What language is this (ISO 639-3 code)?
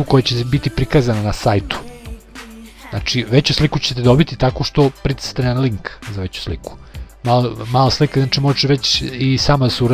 srp